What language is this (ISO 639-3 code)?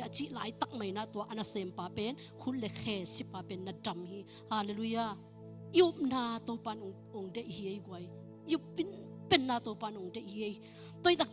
ctd